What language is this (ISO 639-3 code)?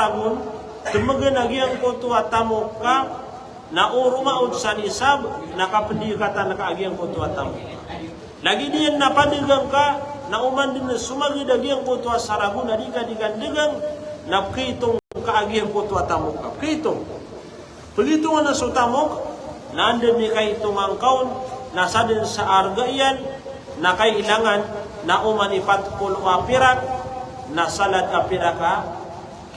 mrw